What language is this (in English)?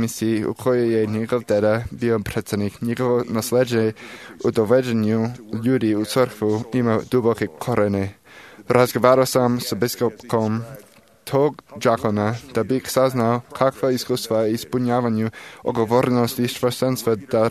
Serbian